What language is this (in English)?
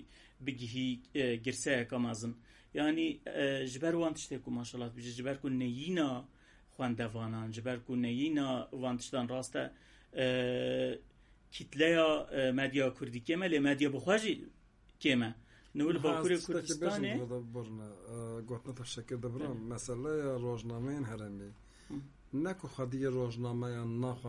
Kurdish